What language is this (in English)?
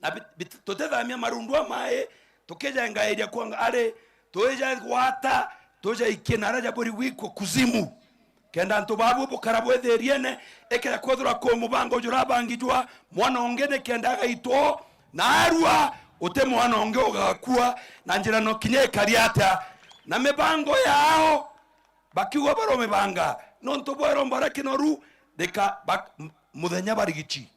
Meru